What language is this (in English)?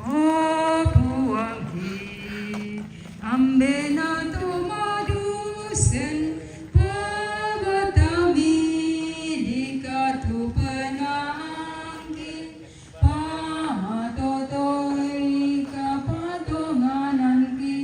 Toraja-Sa'dan